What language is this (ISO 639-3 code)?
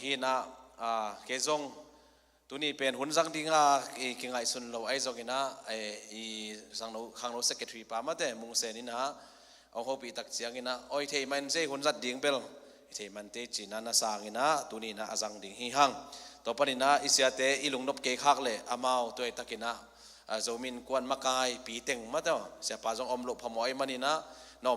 ctd